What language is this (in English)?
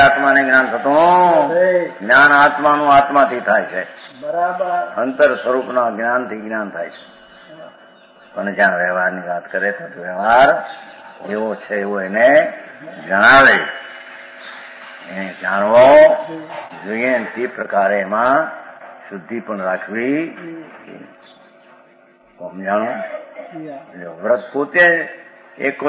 Gujarati